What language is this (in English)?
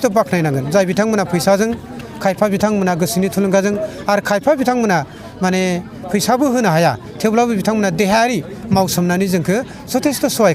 Bodo